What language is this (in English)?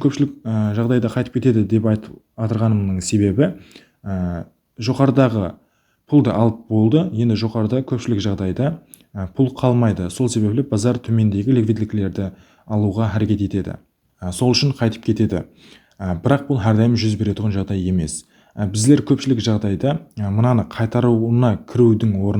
Kara-Kalpak